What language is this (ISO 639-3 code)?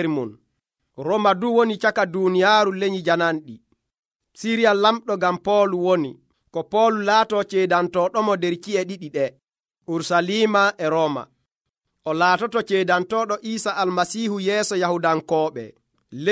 fuv